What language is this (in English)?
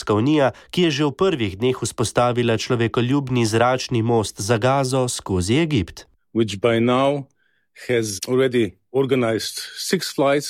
Slovenian